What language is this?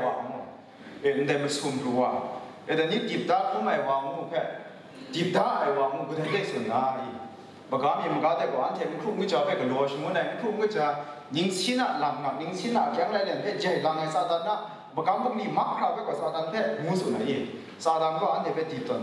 Kachin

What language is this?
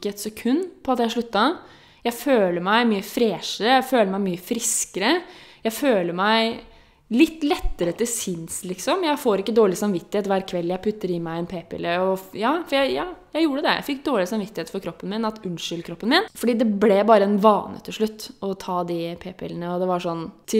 Norwegian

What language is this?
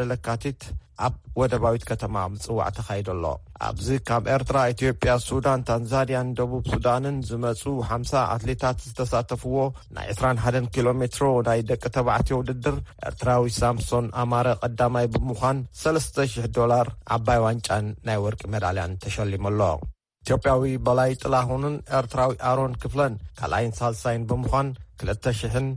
Tigrinya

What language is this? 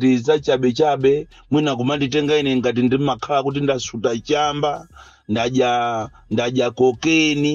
Nyanja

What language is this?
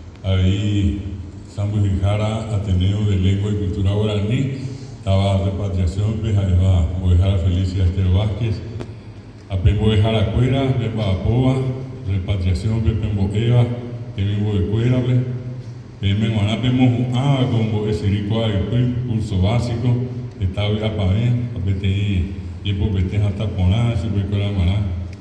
Guarani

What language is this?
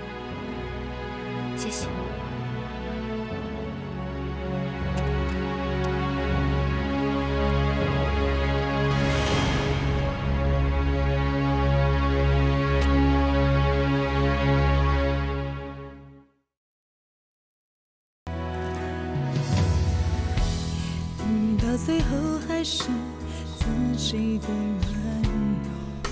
Chinese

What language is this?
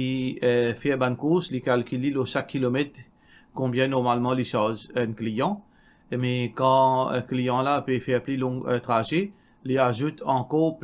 Morisyen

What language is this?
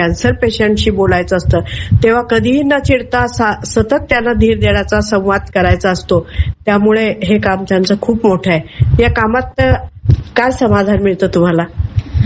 Marathi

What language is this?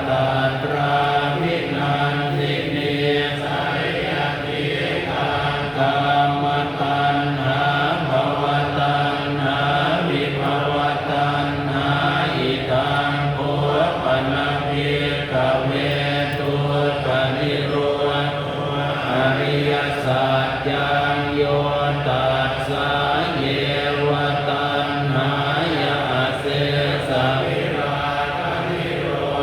Pali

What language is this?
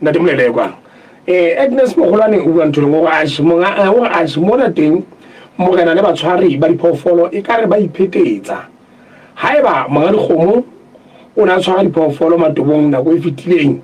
Southern Sotho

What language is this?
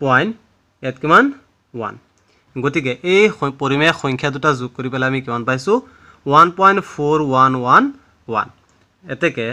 Assamese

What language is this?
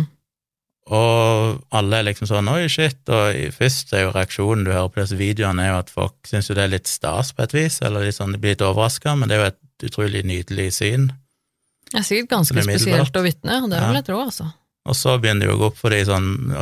Norwegian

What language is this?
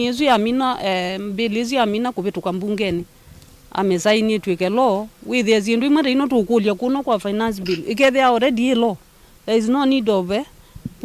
Kamba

